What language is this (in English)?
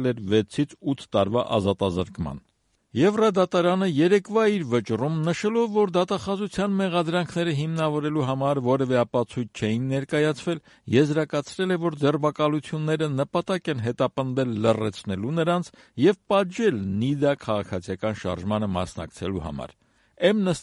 Armenian